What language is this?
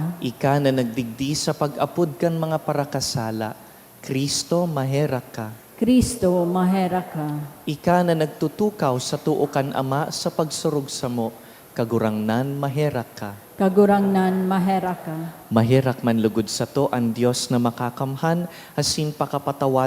Bikol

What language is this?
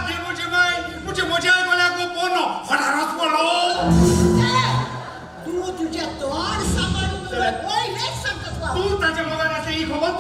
Konkani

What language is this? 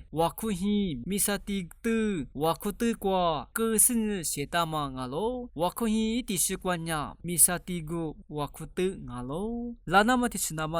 Lisu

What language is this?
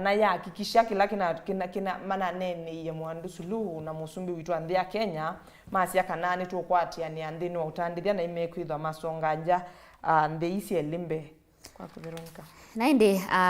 Kamba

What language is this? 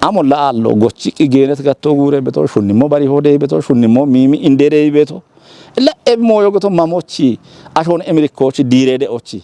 Kafa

